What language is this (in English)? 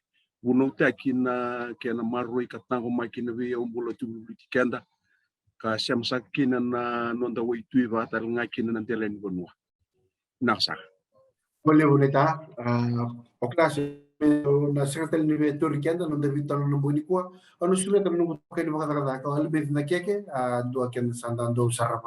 Fijian